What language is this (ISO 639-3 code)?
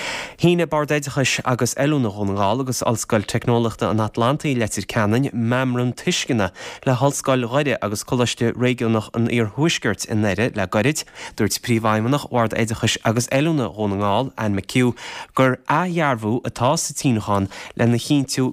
gle